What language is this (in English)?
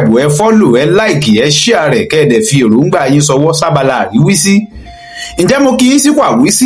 Yoruba